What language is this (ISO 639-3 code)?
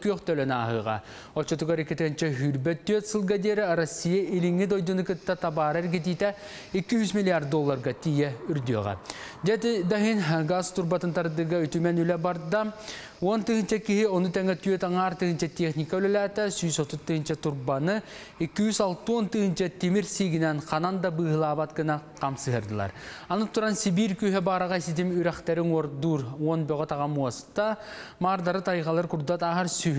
sah